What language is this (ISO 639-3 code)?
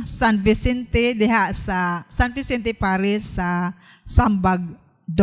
ceb